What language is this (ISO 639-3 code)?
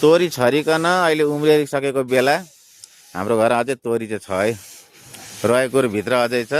nep